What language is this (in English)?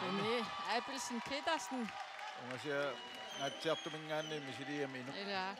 Kalaallisut